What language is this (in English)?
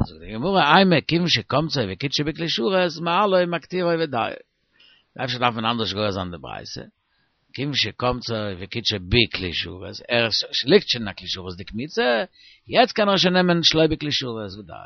Yiddish